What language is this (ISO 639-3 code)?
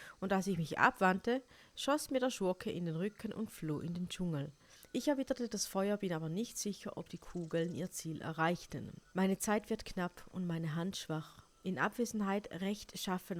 gsw